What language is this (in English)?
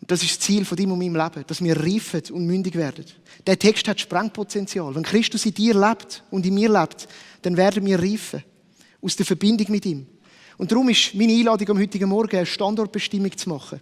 Swiss German